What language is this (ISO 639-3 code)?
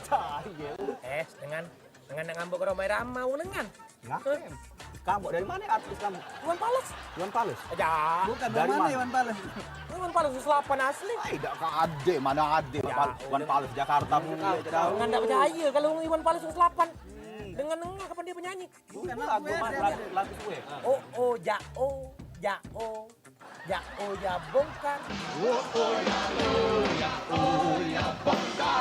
mui